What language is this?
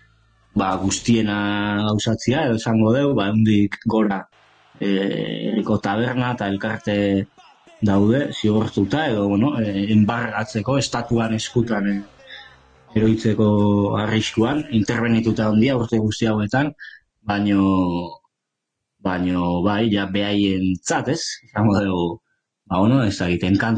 Basque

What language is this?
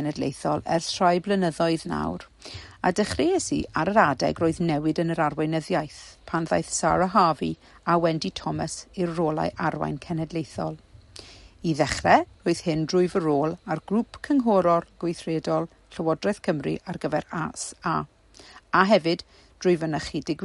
Welsh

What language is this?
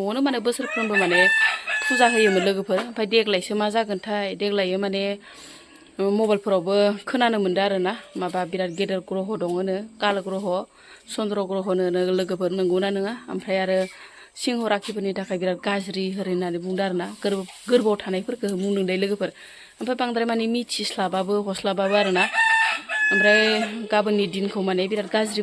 Bodo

